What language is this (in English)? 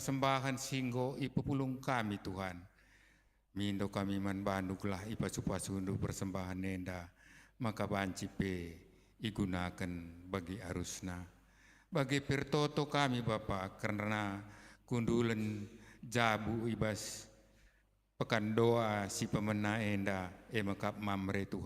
Batak Karo